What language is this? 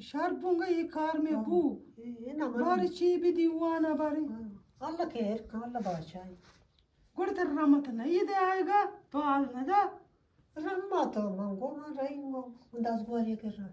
Eastern Balochi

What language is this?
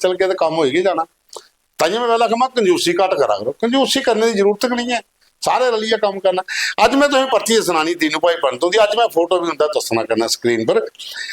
Dogri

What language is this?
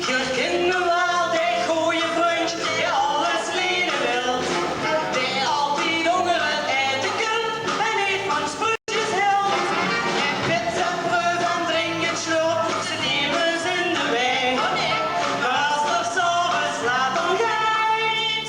Limburgish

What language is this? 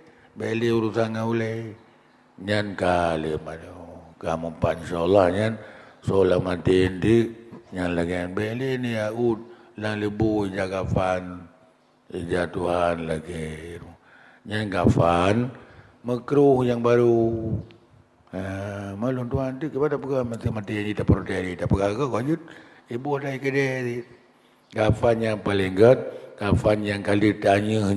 Achinese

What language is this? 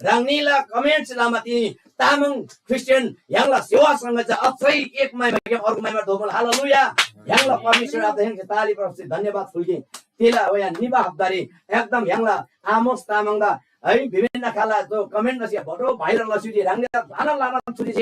Eastern Tamang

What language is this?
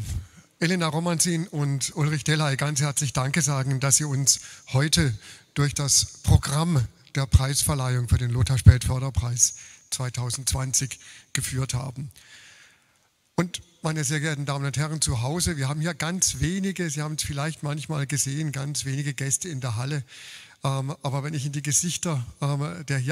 German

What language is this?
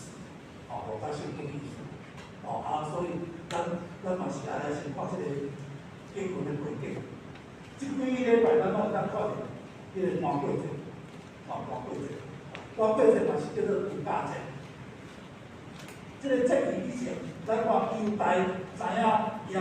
Min Nan Chinese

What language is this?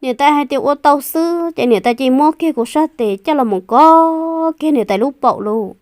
Hmong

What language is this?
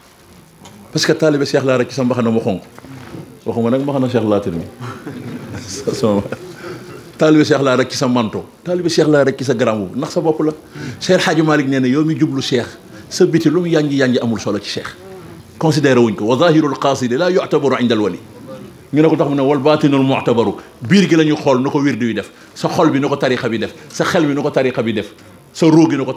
Wolof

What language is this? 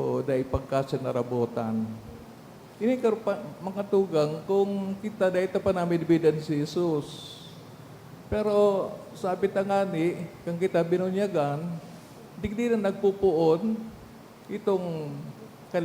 Bikol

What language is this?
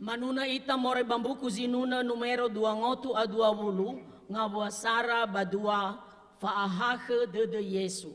Nias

